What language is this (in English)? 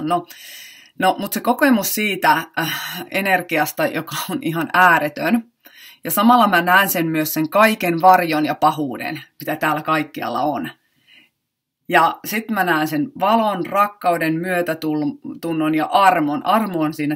Finnish